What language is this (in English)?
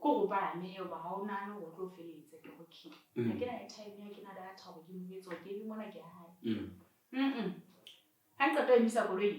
Southern Sotho